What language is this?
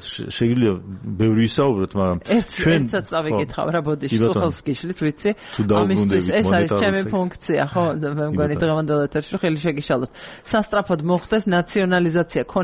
Georgian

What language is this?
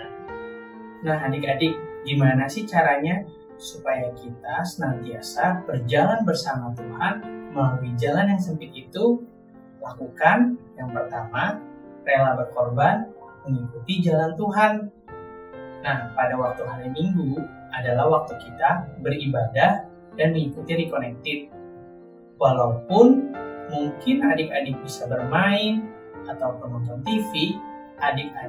Indonesian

